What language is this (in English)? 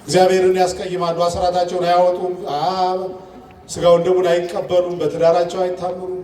Amharic